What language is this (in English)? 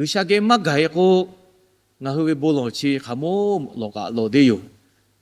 Lahu